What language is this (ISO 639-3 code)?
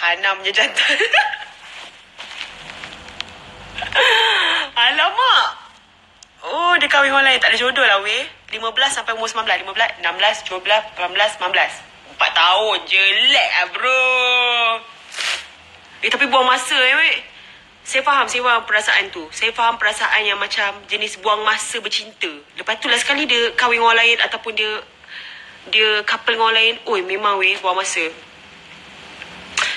msa